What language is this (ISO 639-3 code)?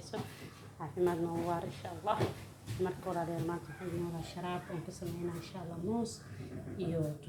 som